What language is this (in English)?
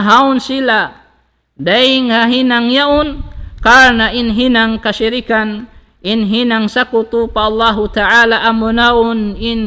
Tausug